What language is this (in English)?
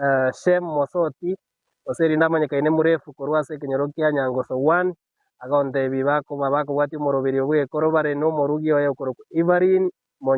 Gusii